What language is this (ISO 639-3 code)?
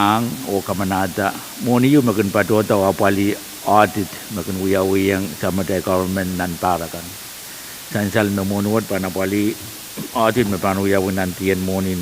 pon